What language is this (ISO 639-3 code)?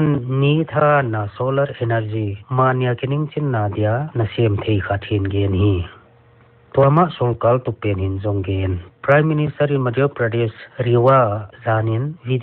pck